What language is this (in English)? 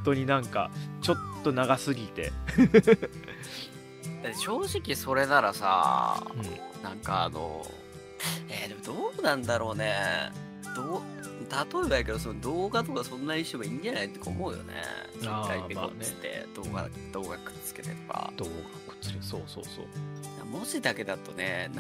Japanese